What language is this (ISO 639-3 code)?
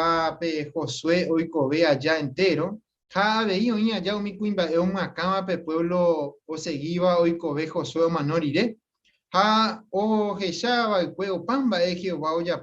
grn